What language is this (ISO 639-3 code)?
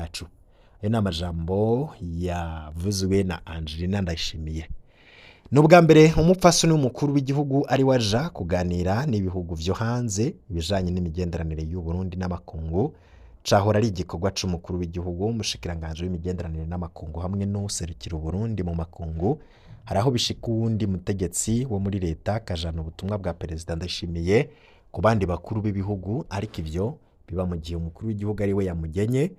run